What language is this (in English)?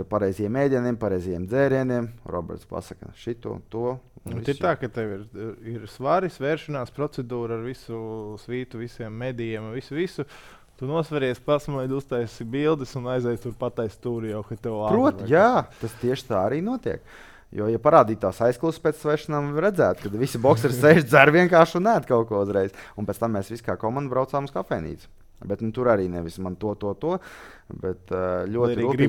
Latvian